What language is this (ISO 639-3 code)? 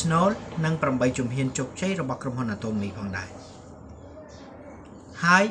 khm